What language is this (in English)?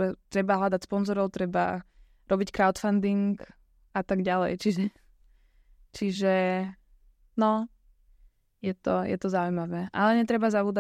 Slovak